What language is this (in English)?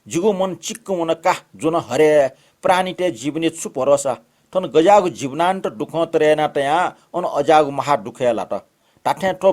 Newari